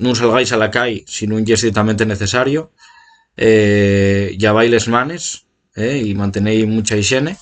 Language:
Asturian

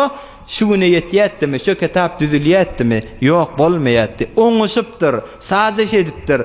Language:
Turkmen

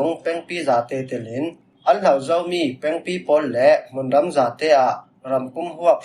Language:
Falam Chin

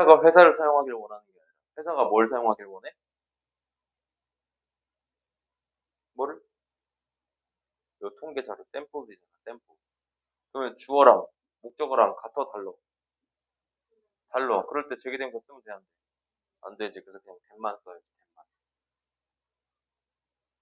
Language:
Korean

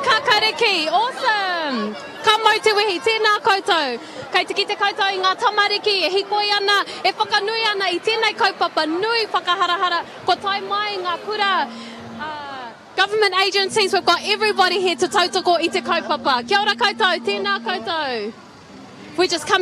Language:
Māori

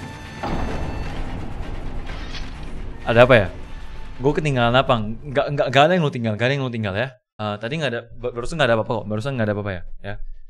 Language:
Indonesian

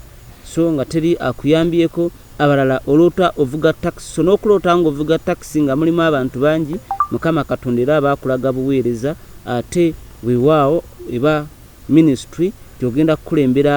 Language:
Ganda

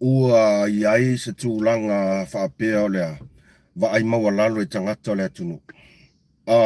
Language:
Samoan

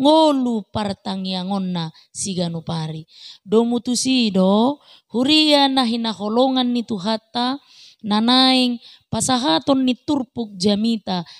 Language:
Batak Toba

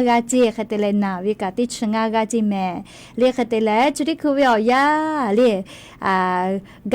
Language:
Lahu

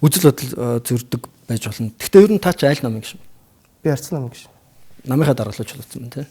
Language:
Mongolian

